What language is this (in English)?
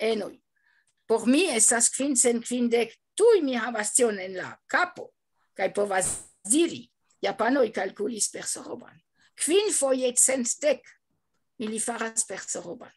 Esperanto